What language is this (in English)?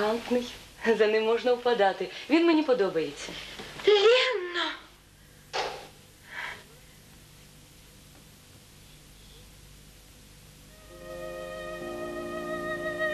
Ukrainian